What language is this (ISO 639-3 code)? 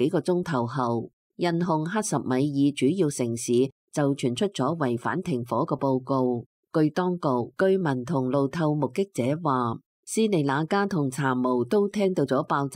yue